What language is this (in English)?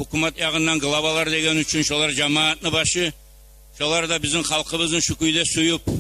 Kumyk